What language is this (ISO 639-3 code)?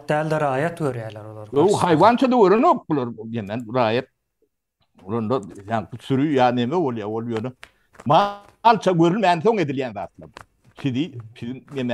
tuk